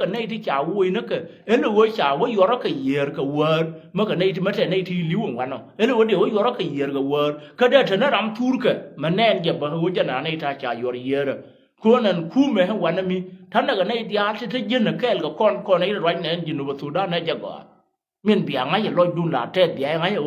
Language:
Nuer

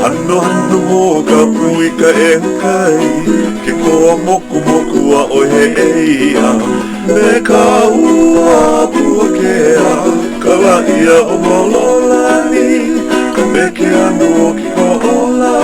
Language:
Hawaiian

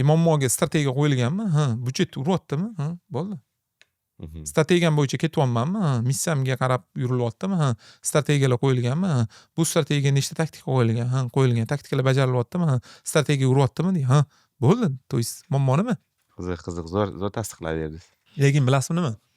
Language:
Uzbek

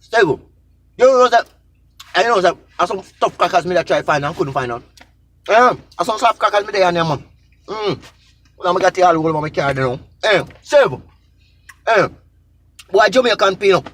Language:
Jamaican Creole English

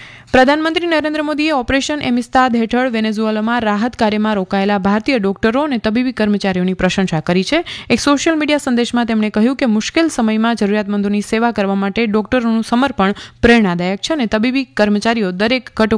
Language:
Gujarati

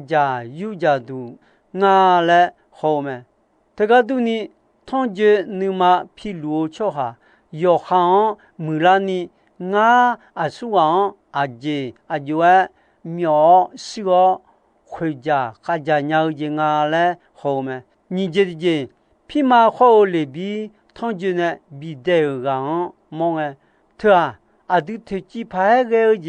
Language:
Akha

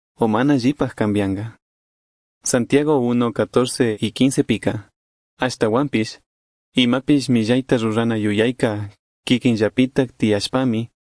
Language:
Chimborazo Highland Quichua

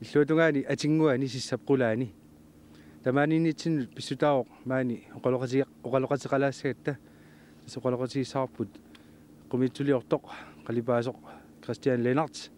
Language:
Kalaallisut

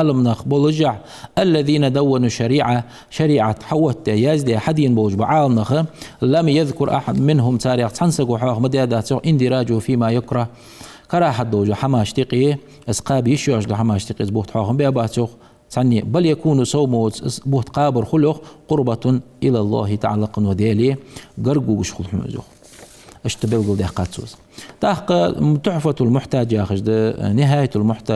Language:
Ingush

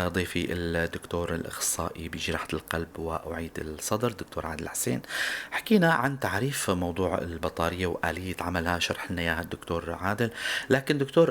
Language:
North Levantine Arabic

